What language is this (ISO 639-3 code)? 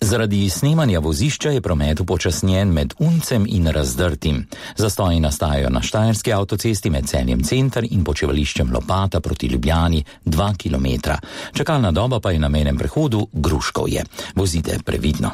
slv